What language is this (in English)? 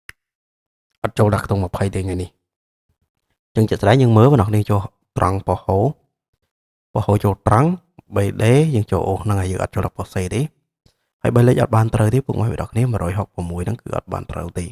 Khmer